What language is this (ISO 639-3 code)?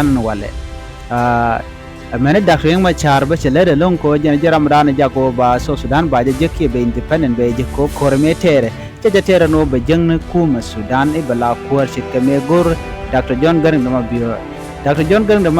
nus